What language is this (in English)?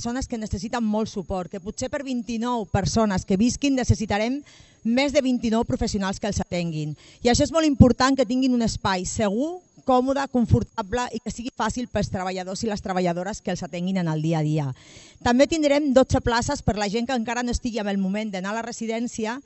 Catalan